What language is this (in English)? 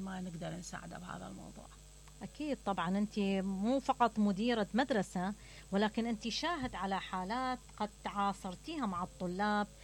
Mesopotamian Arabic